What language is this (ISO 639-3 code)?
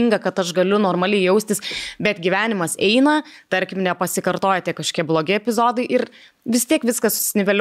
lit